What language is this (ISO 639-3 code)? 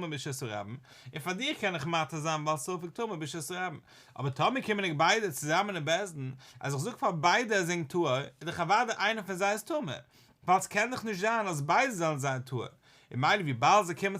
yid